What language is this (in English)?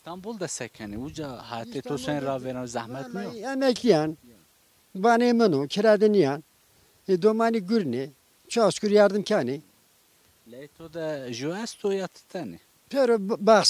Zaza